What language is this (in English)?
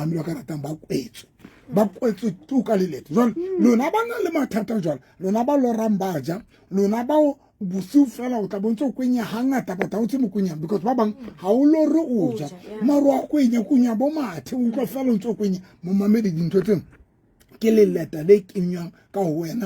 Southern Sotho